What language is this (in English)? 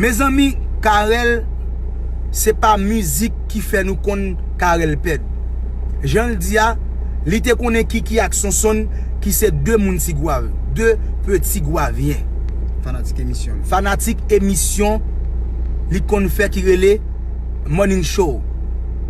Haitian Creole